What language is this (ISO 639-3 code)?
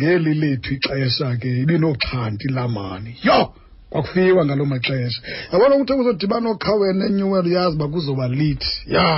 xho